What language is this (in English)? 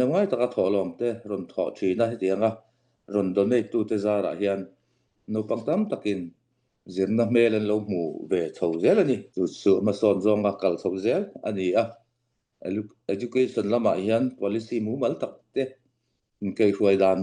Falam Chin